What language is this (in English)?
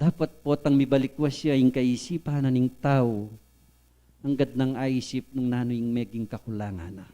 Pampanga